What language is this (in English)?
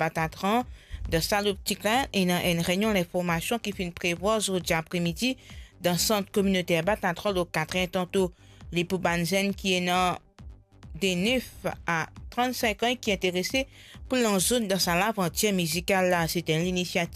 Morisyen